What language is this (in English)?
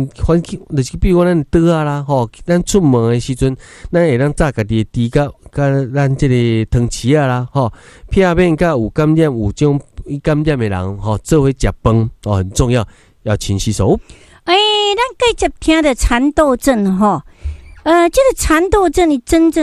Min Nan Chinese